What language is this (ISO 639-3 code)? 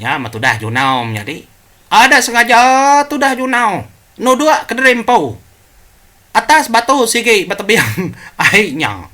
iba